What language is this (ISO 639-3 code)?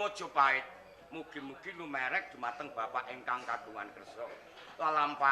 jav